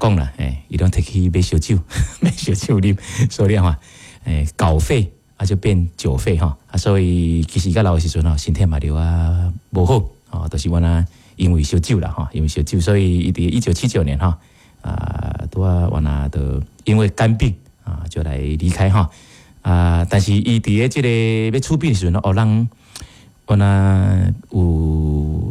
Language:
Min Nan Chinese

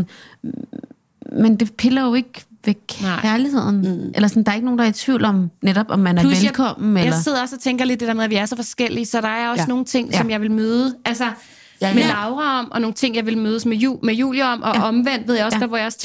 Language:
Danish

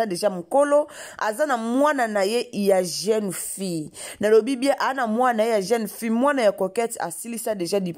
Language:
Lingala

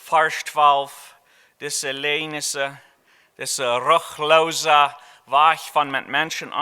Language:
Plautdietsch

